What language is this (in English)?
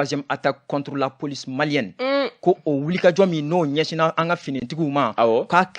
Bambara